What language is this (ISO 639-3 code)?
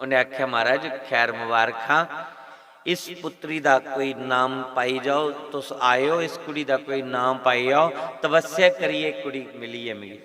doi